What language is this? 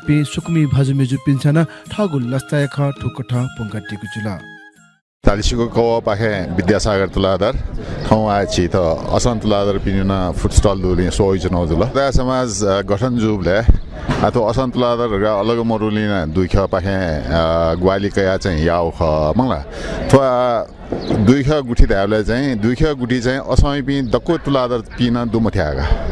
Newari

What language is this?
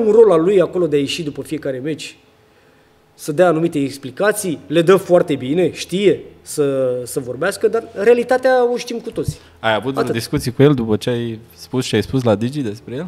Romanian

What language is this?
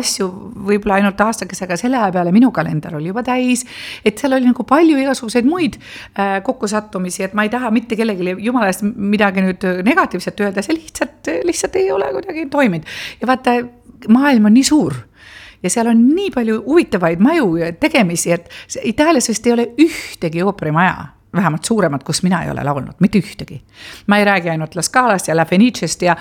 Estonian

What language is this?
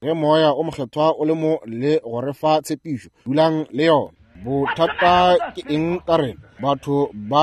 Northern Sotho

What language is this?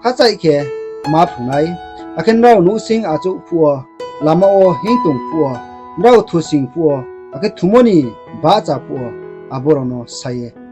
Riang (India)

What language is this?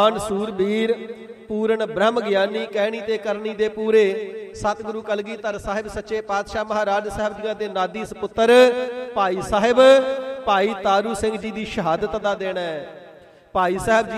Punjabi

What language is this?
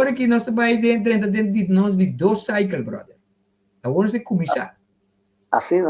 Papiamento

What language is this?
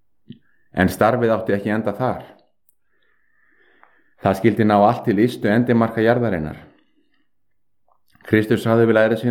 Icelandic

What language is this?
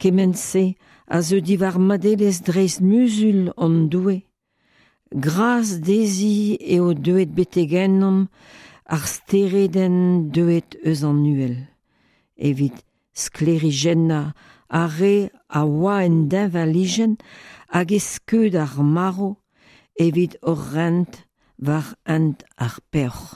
Breton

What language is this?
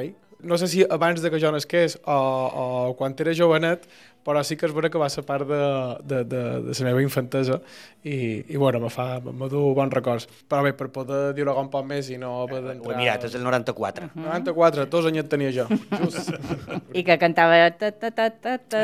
Catalan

